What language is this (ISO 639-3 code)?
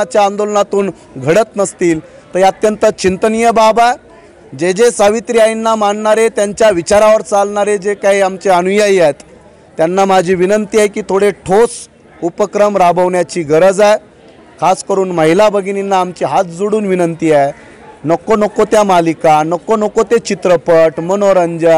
mar